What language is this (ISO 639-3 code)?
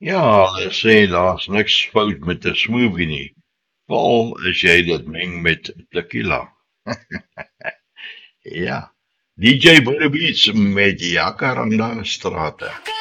afr